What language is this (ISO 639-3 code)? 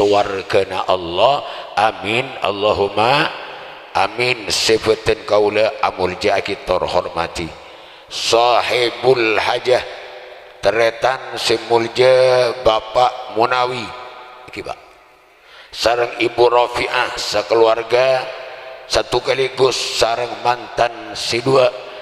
mad